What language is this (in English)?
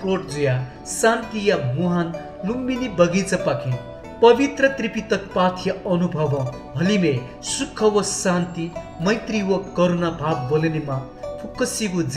Newari